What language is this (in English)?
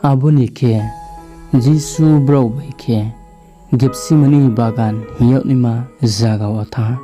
Riang (India)